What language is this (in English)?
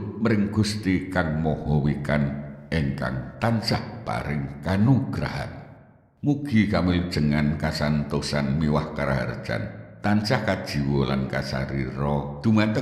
Javanese